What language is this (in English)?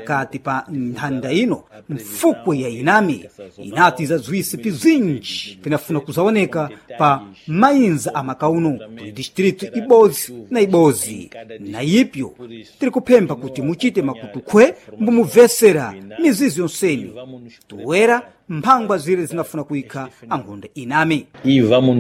Sena